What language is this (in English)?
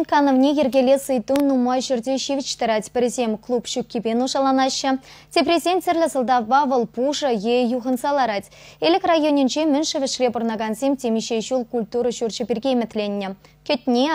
Chuvash